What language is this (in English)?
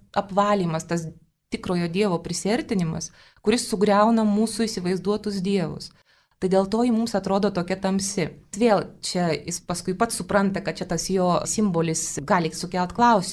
Lithuanian